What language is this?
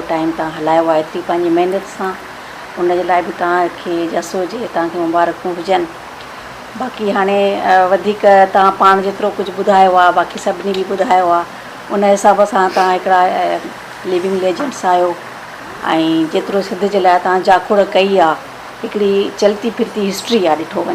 Sindhi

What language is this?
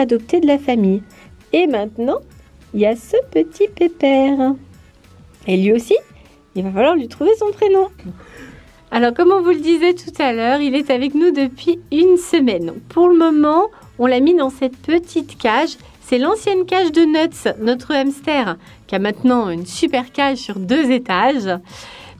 French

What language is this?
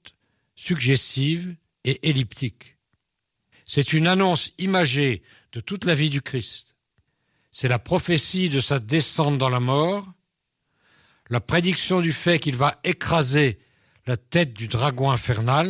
French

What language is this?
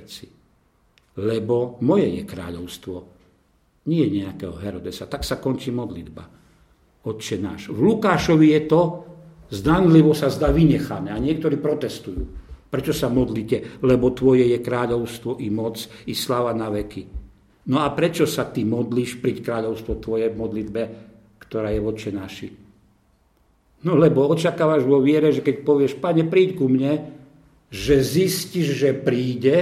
Slovak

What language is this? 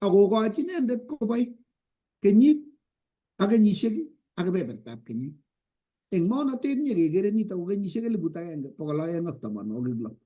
Kalenjin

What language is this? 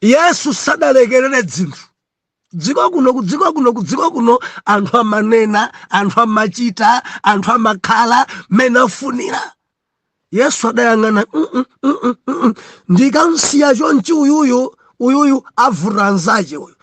Nyanja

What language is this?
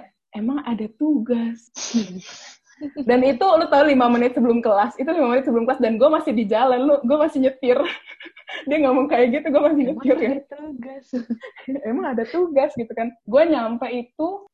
Indonesian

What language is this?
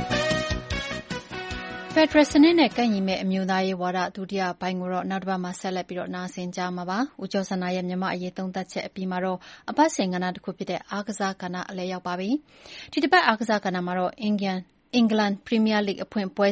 Burmese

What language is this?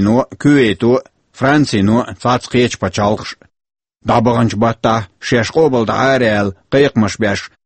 Chechen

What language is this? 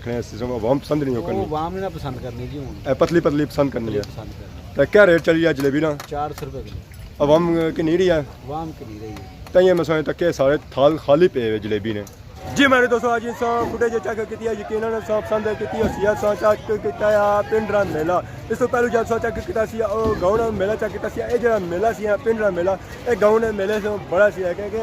Pahari-Potwari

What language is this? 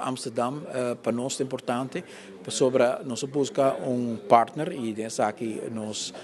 Papiamento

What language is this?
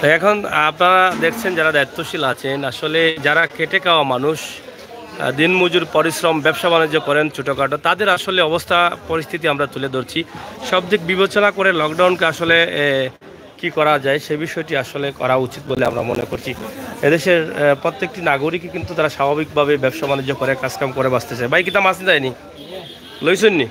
Sylheti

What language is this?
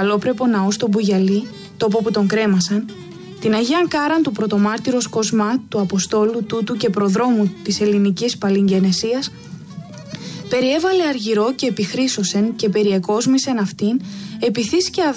Greek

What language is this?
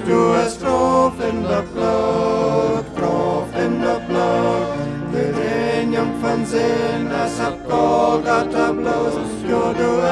Plautdietsch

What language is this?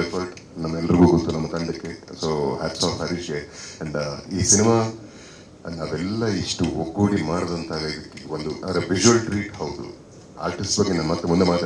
Kannada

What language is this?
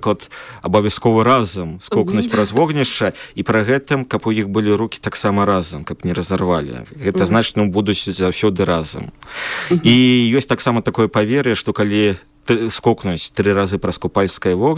Belarusian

